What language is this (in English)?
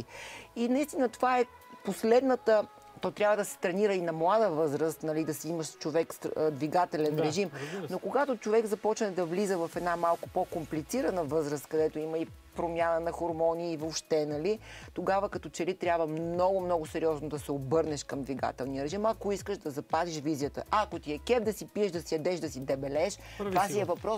Bulgarian